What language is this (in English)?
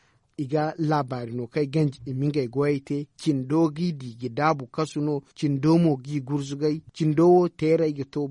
Zarma